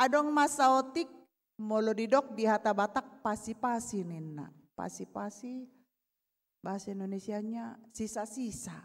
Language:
Batak Toba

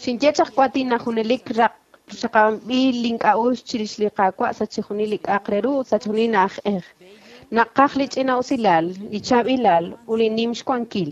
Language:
Kekchí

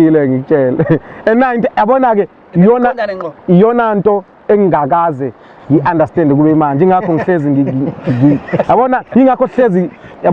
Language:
Zulu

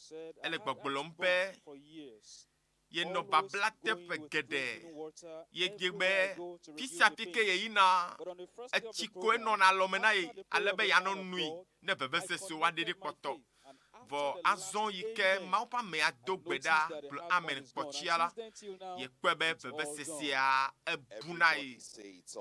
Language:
Ewe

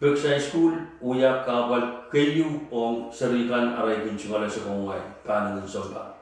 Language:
Pohnpeian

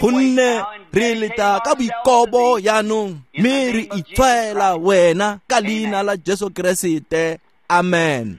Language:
Tswana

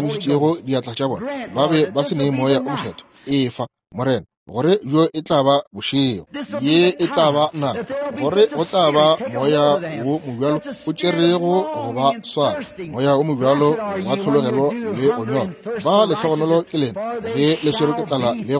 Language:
Northern Sotho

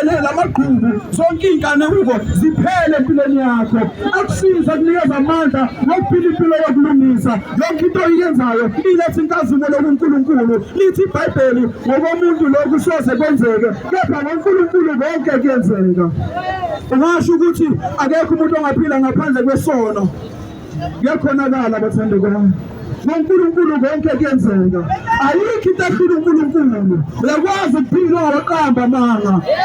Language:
Zulu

